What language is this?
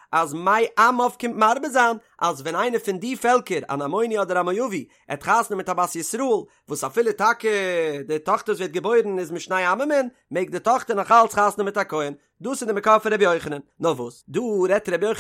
Yiddish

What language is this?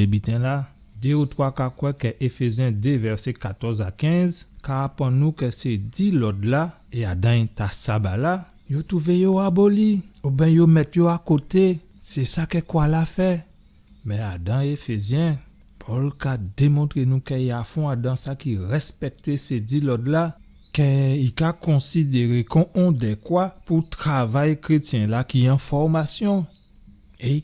Guadeloupean Creole French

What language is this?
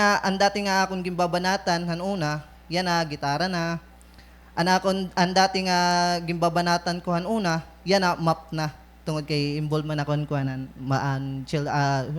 Waray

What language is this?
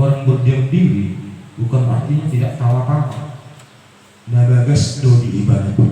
Batak Toba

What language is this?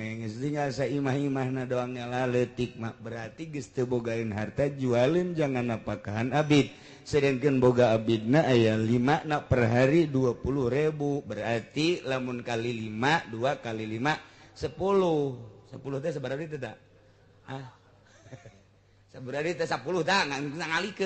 Sundanese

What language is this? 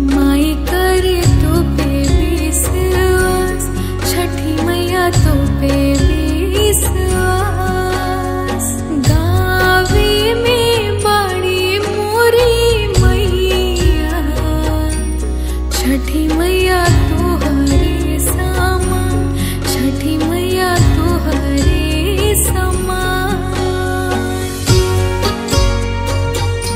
Bhojpuri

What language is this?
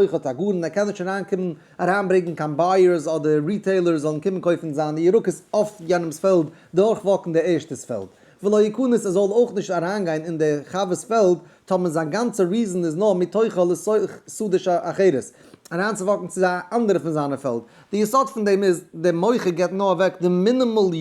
Yiddish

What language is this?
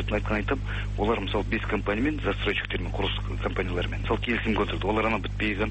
Kazakh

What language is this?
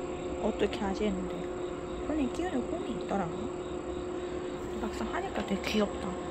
Korean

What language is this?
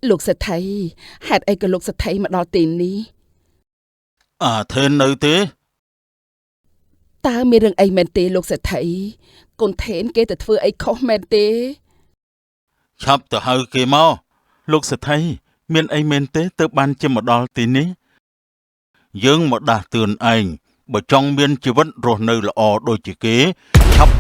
Khmer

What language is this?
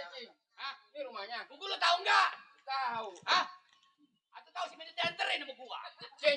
Betawi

